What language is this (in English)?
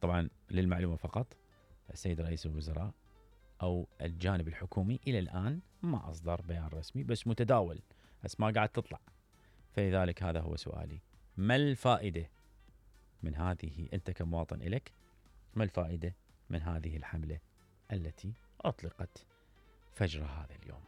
Mesopotamian Arabic